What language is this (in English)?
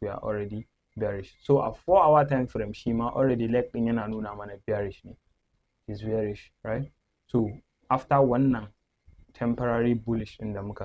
Hausa